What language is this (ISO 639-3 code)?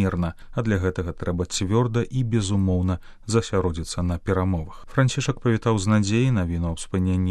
bel